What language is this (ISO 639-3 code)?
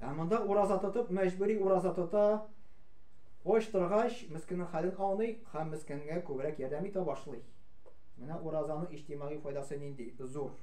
tat